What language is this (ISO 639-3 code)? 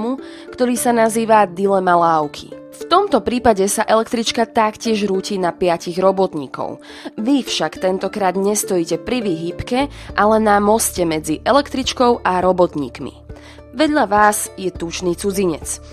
slk